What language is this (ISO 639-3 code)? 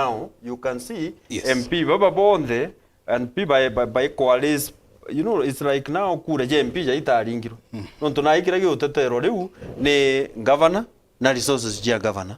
mer